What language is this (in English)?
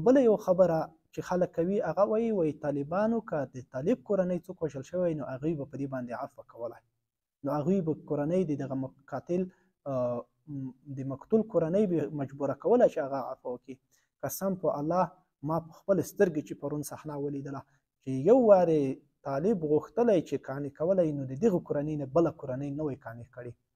Pashto